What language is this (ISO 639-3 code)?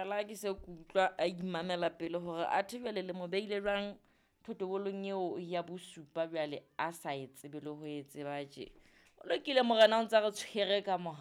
sot